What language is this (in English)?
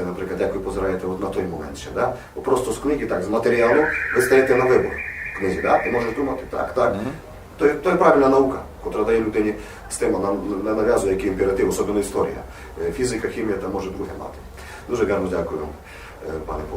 Rusyn